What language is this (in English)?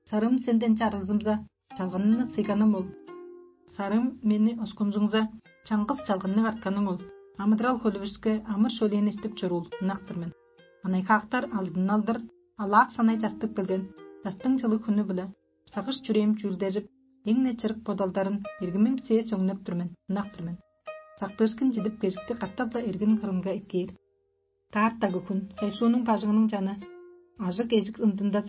Tuvinian